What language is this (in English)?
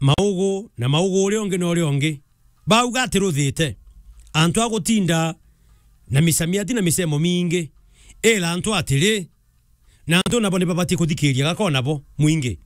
Meru